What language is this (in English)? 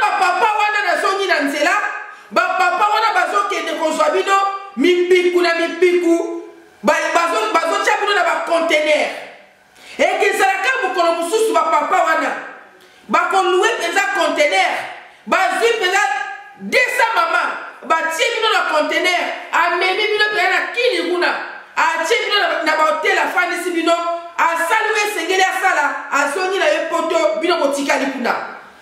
Lingala